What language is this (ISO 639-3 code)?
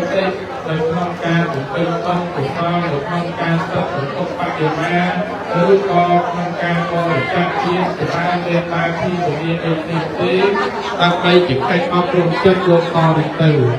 khm